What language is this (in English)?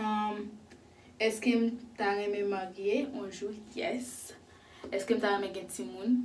Haitian Creole